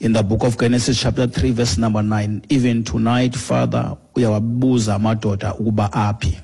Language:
Xhosa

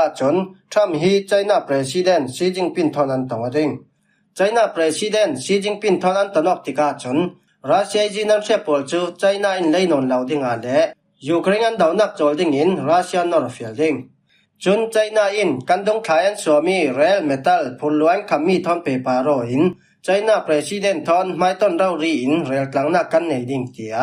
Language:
Falam Chin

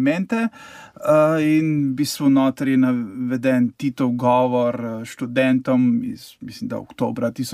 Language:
Slovenian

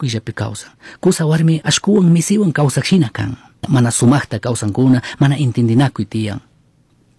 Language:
Chimborazo Highland Quichua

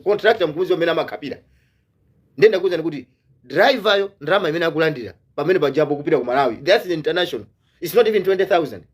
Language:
Nyanja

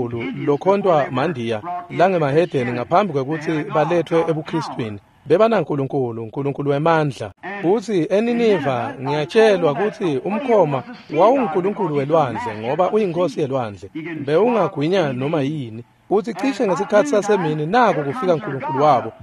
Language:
Swati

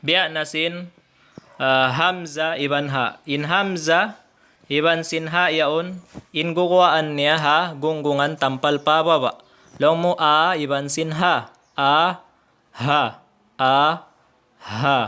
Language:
Tausug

